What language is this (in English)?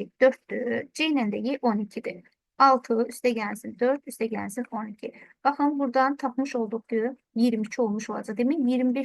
Azerbaijani